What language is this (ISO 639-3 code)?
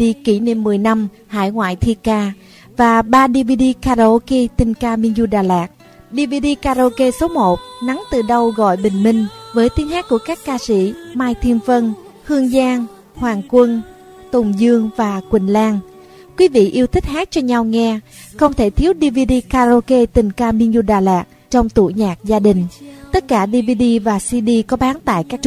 vie